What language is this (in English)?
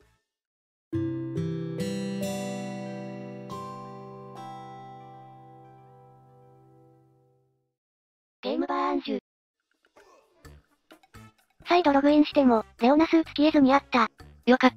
Japanese